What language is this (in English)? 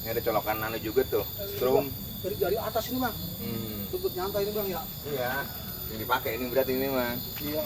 Betawi